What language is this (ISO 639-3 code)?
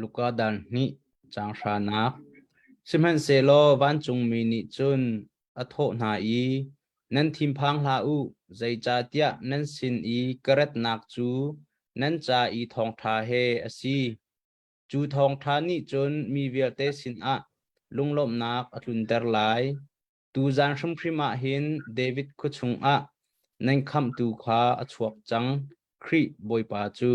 cnh